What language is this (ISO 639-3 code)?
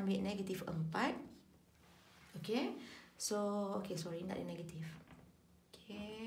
msa